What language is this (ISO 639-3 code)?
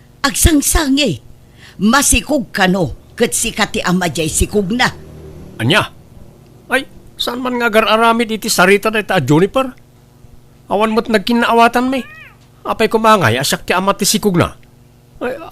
ilo